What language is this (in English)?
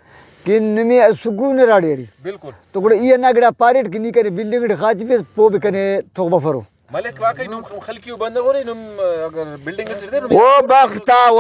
Brahui